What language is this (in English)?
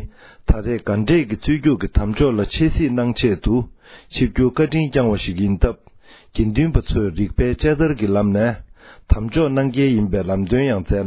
Tibetan